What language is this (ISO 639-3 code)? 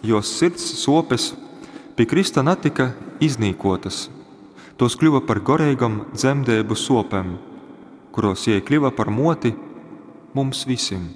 ltg